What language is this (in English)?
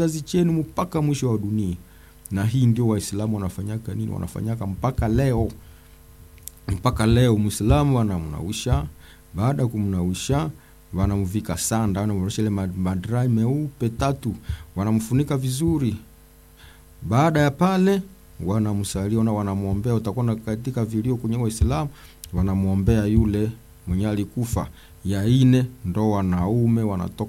Swahili